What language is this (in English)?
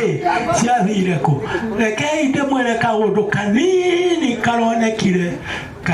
Kikuyu